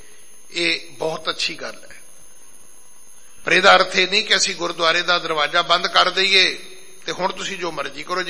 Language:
Punjabi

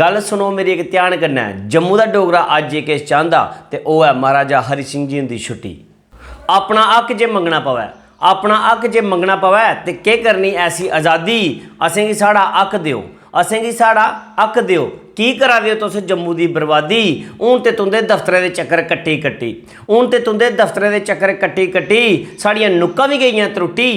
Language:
Dogri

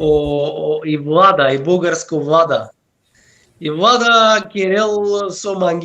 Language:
Balkan Romani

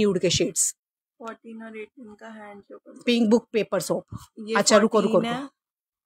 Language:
Hindi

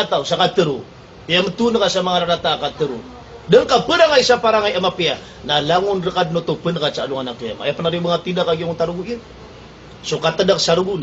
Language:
Maranao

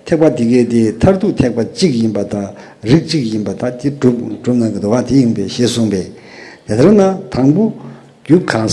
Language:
Tibetan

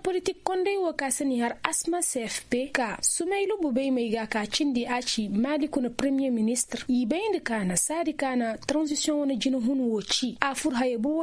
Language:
Koyraboro Senni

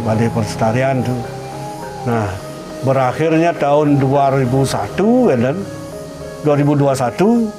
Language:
Balinese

